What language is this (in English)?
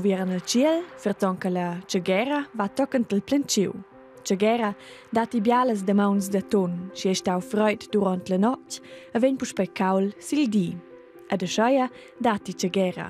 Romansh